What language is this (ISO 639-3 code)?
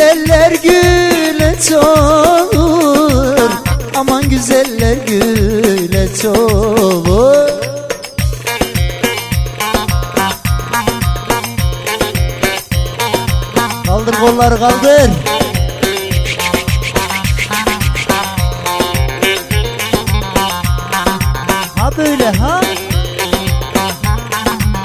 tur